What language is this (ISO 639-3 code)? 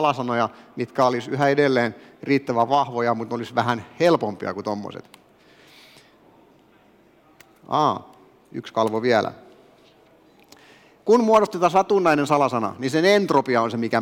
fin